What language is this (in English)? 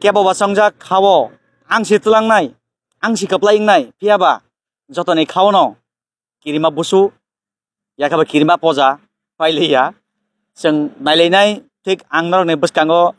Kok Borok